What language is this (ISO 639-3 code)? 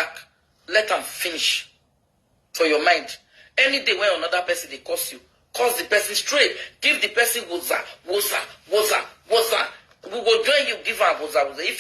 pcm